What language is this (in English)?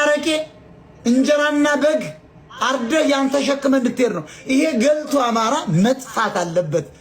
Amharic